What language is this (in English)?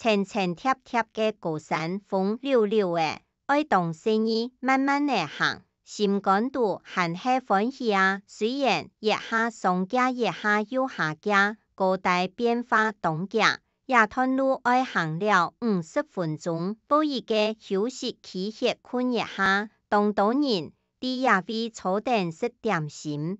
Hakka Chinese